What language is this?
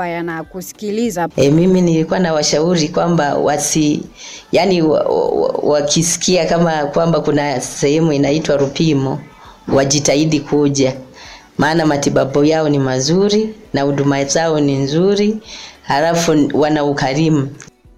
Swahili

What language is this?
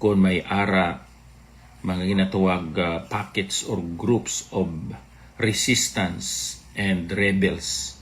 Hiligaynon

